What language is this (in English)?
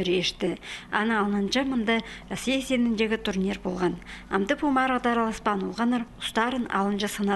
Khakas